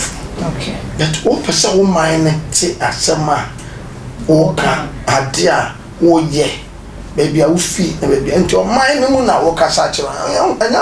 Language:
Akan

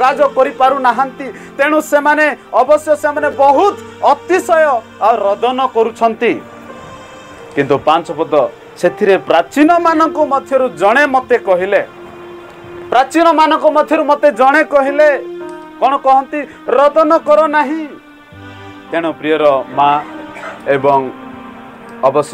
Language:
Odia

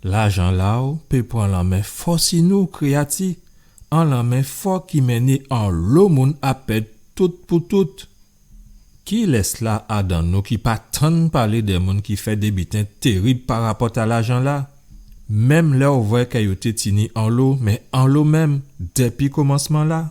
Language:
Guadeloupean Creole French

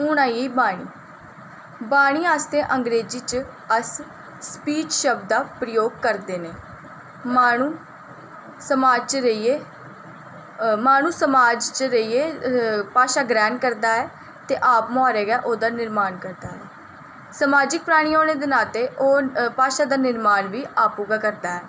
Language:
Dogri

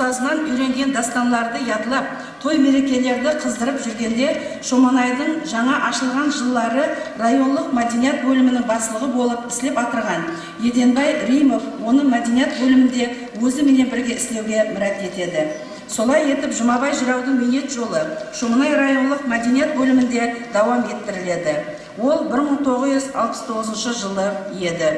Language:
Kara-Kalpak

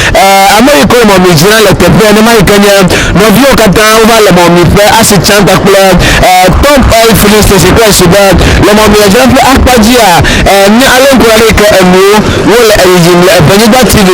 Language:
Ewe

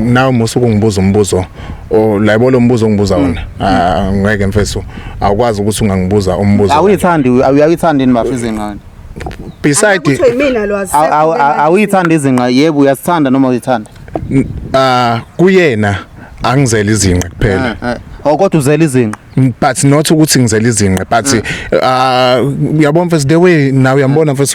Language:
Zulu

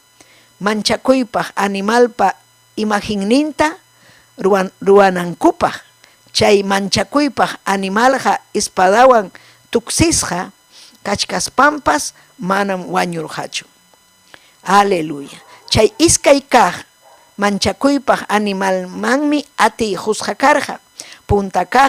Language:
Ayacucho Quechua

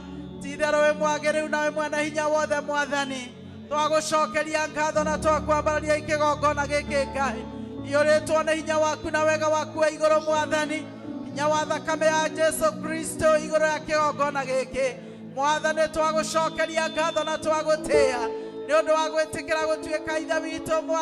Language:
Kikuyu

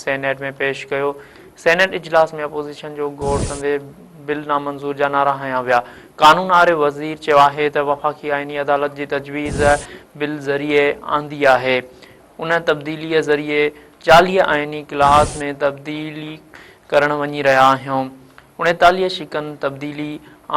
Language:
Sindhi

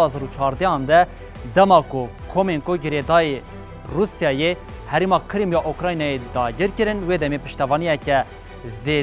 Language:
Kurdish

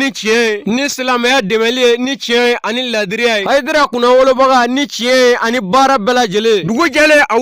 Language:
Bambara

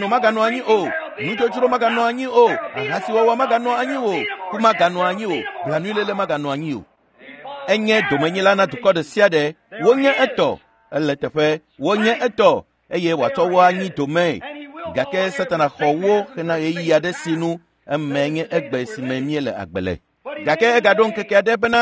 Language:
Ewe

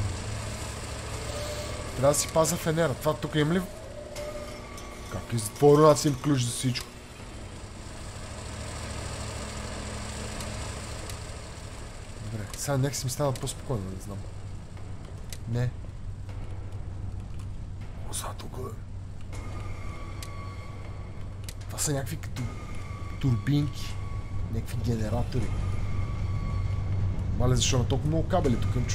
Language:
Bulgarian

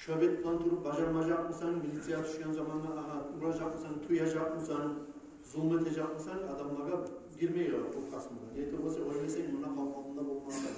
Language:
Kumyk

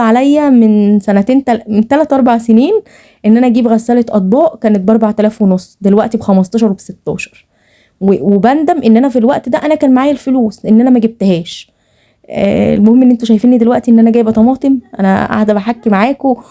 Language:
Egyptian Arabic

